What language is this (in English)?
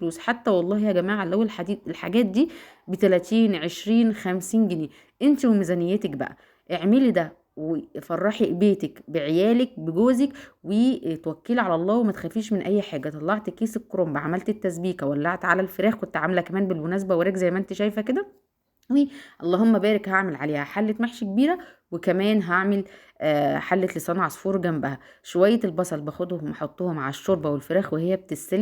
Egyptian Arabic